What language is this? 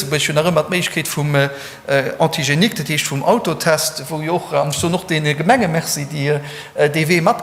Luxembourgish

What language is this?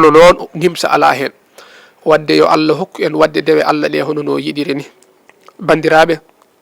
Fula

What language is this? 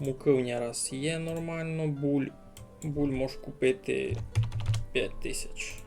Rusyn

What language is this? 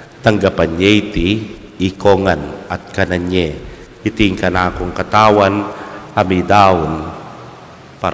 Pampanga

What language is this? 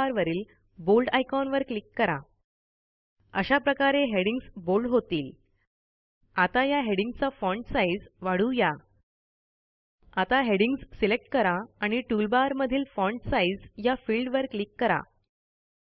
Marathi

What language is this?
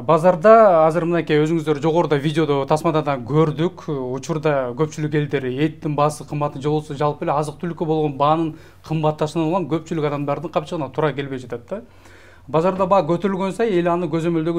Kyrgyz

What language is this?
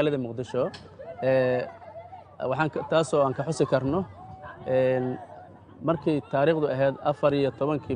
Somali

